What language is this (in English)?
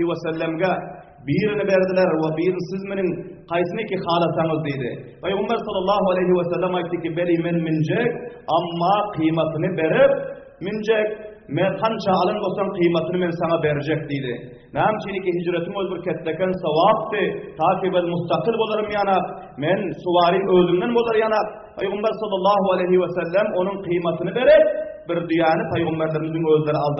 Turkmen